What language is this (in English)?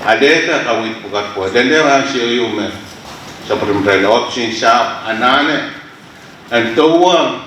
Pohnpeian